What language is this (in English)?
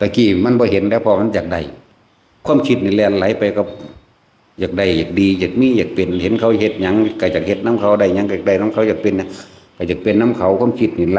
Northeastern Thai